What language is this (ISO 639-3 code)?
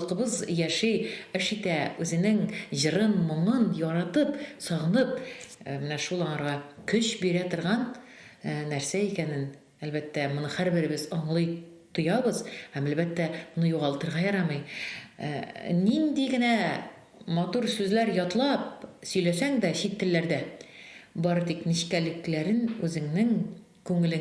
tat